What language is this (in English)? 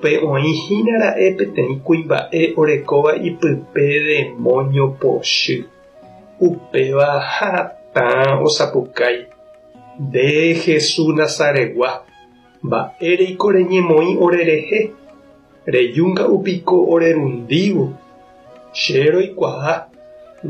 Guarani